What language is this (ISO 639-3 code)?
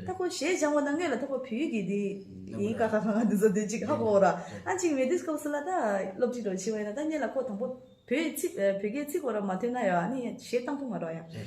bod